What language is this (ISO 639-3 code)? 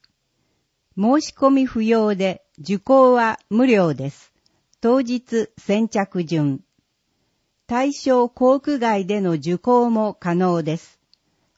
jpn